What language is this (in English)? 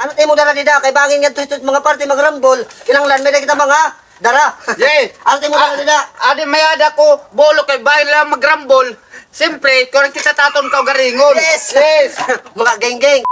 Waray